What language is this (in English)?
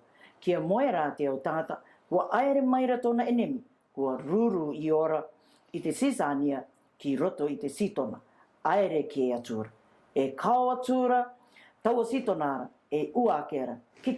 Rarotongan